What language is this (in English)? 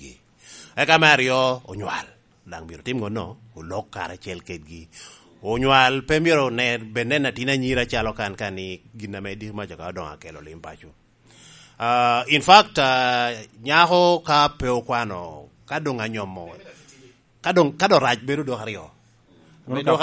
Lango (Uganda)